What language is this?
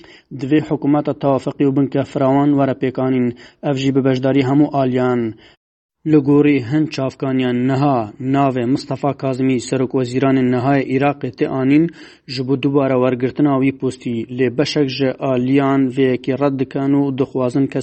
Kurdish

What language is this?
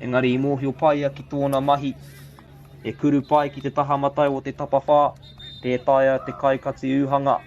Māori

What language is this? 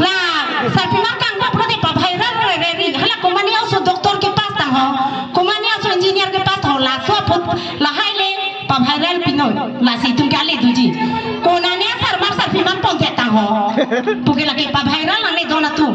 Karbi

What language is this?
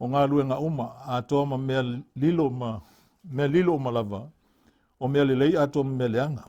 Samoan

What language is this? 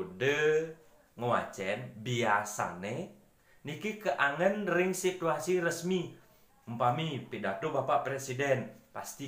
Balinese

